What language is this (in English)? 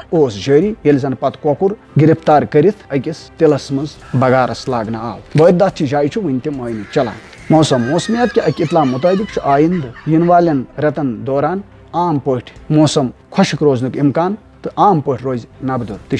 Kashmiri